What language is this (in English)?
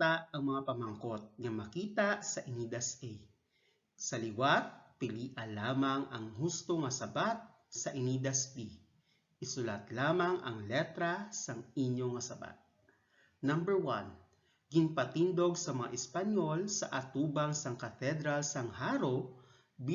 Hiligaynon